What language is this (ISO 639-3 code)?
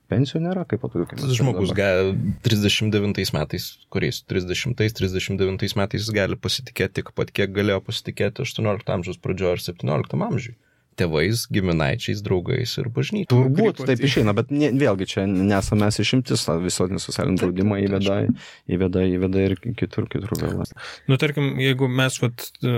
lit